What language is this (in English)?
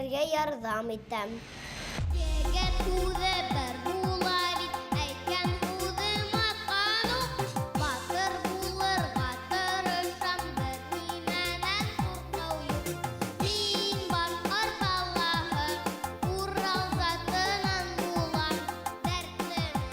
Bashkir